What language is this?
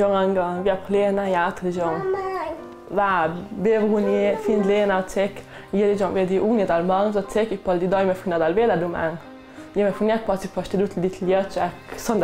Ladin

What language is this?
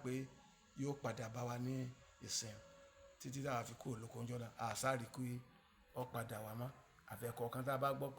Yoruba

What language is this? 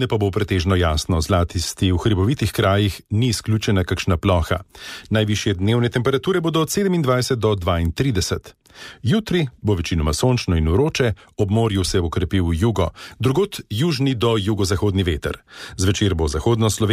Slovenian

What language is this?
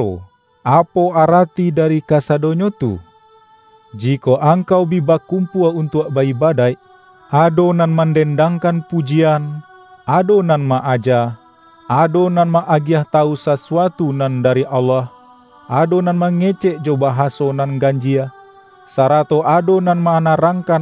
Minangkabau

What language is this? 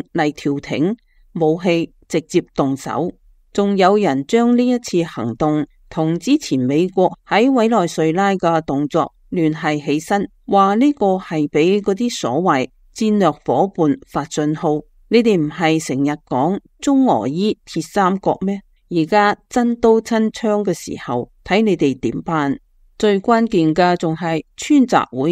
Cantonese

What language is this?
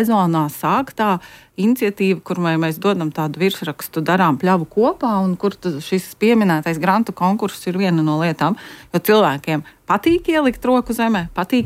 Latvian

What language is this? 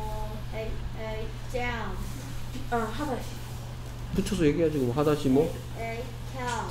Korean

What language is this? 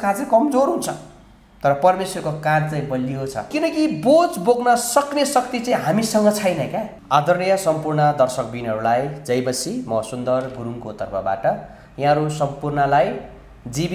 Nepali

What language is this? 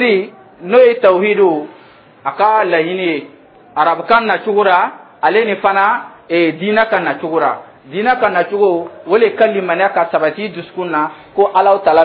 Dyula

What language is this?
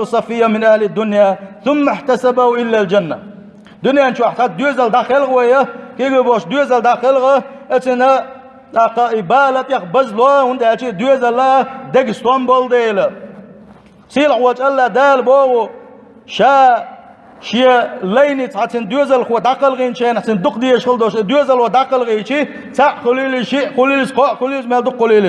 Chechen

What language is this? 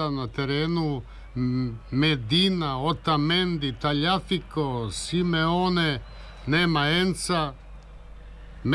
Serbian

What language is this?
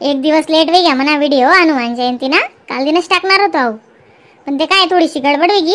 Khandesi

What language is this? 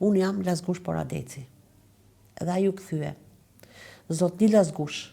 Albanian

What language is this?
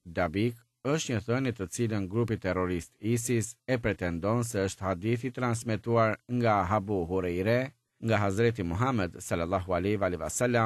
Albanian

